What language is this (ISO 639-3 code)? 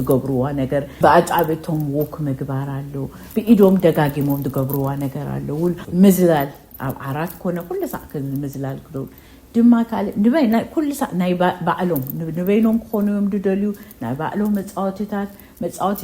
tir